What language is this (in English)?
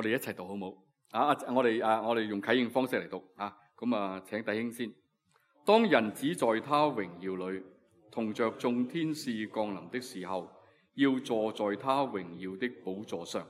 Cantonese